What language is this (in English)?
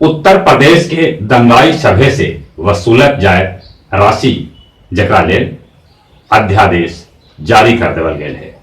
Magahi